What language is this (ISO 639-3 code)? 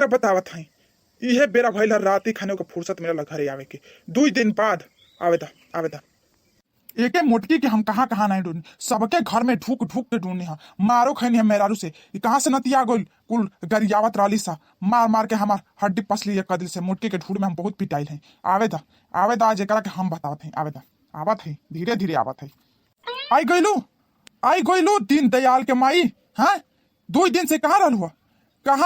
bho